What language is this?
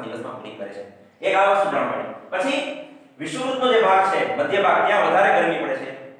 Gujarati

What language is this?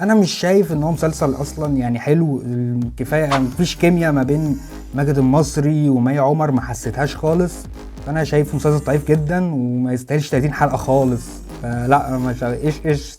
Egyptian Arabic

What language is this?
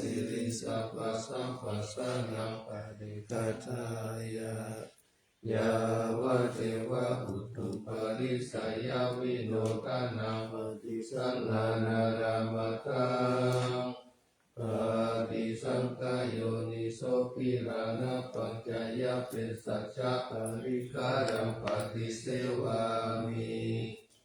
Pali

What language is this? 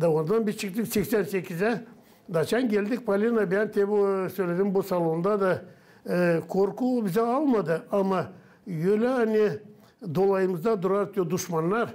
Gagauz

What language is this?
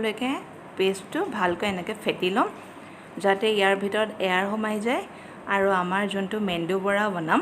Assamese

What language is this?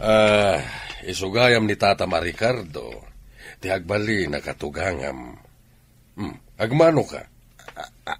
Iloko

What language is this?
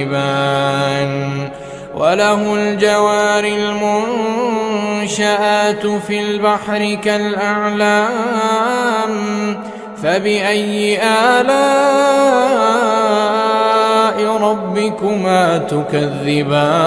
Arabic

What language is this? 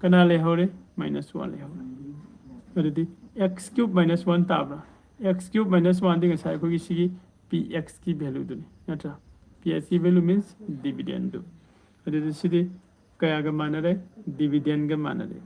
Manipuri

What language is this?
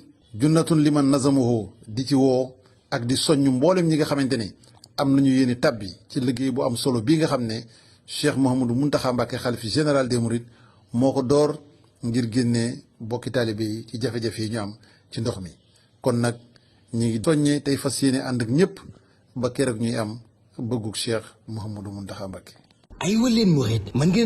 Wolof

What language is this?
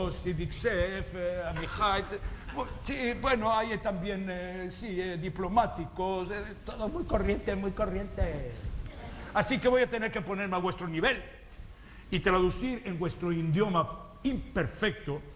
Ladino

